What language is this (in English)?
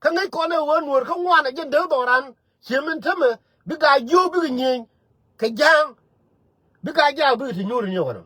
Nuer